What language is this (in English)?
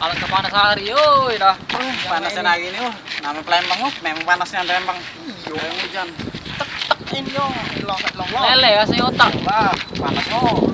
Musi